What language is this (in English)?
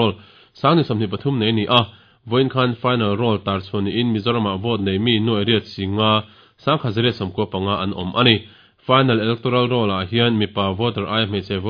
Mizo